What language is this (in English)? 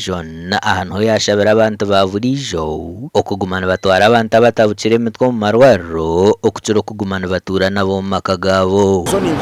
Nyankole